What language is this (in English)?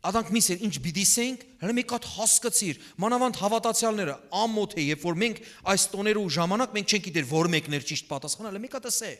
Western Armenian